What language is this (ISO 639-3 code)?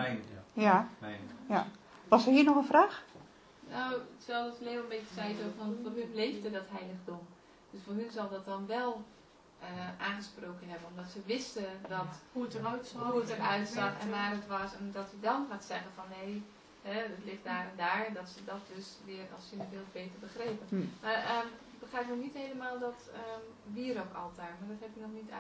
nld